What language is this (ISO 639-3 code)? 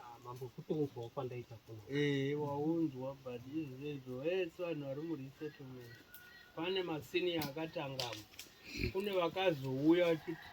sna